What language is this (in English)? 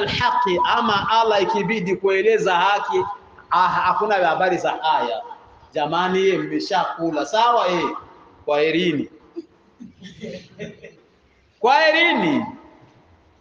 Swahili